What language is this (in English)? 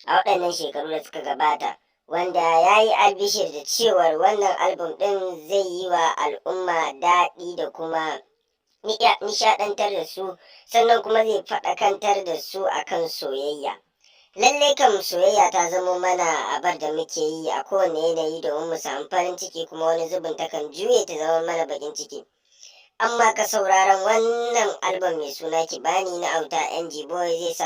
Hausa